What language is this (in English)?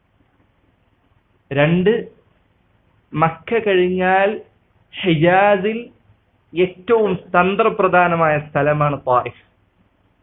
Malayalam